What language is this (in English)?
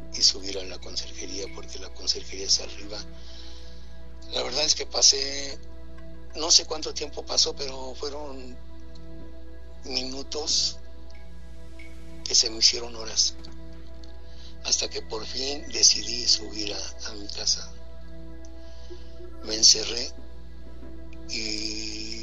Spanish